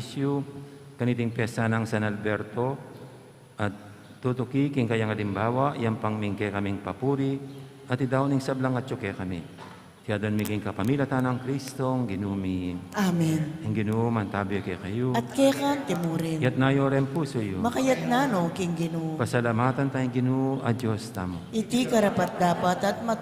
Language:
Pampanga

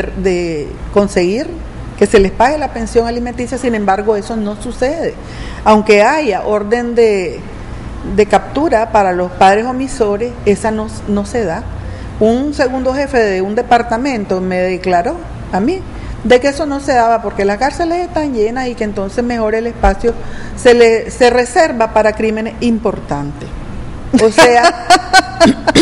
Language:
Spanish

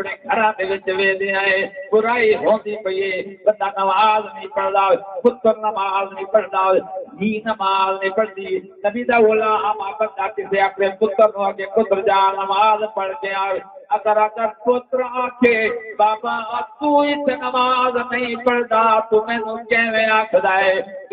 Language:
Saraiki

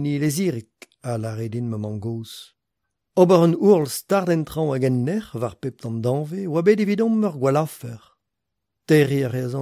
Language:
Breton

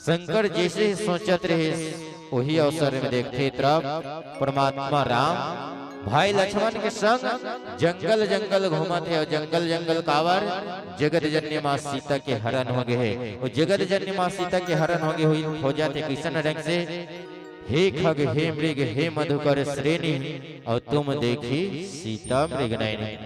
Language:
Chhattisgarhi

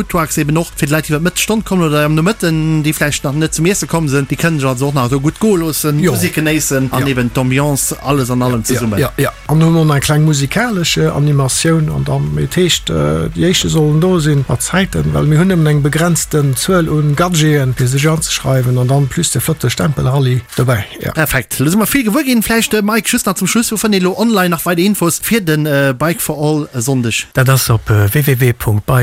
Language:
Luxembourgish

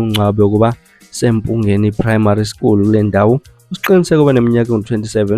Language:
Zulu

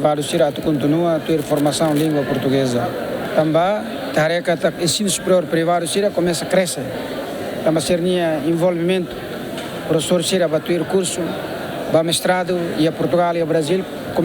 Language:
Tetum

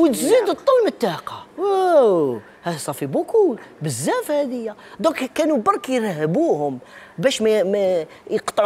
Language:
Algerian Arabic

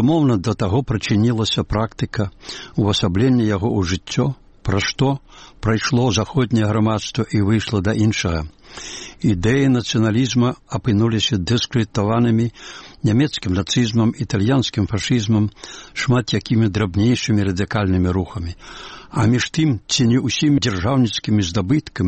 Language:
Belarusian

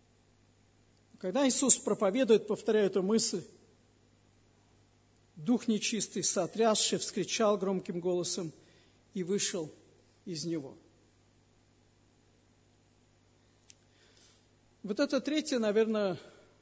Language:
Russian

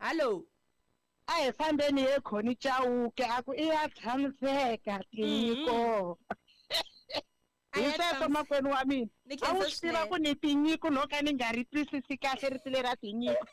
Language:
Tsonga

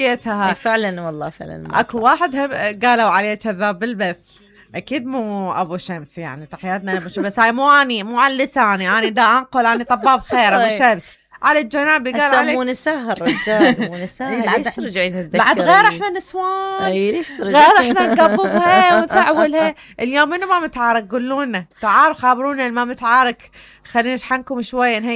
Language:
Mesopotamian Arabic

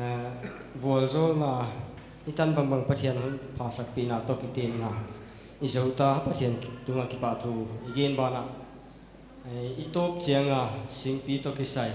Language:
Paite Chin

